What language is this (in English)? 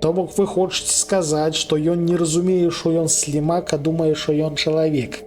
Belarusian